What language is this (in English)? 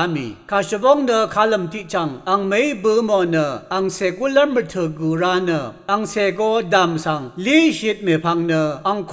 Rawang